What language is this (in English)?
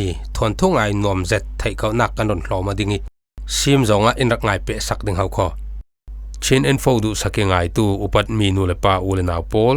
Falam Chin